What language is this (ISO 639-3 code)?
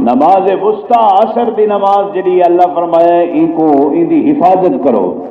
skr